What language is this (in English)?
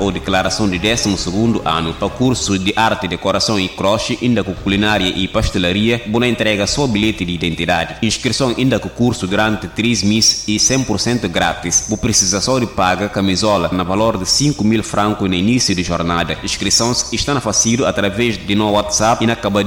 Upper Guinea Crioulo